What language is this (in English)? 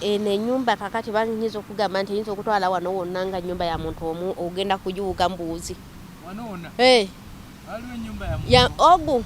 Ganda